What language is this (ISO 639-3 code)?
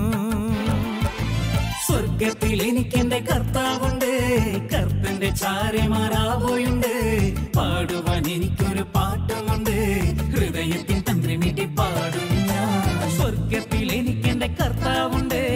mal